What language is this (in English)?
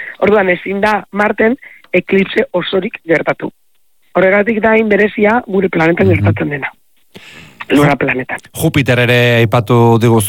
Basque